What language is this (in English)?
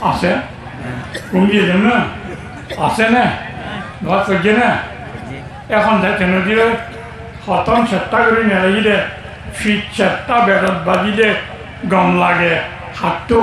Rohingya